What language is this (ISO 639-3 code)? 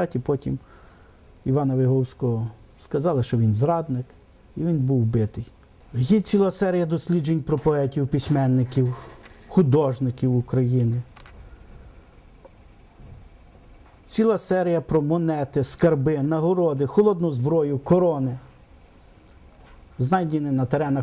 ukr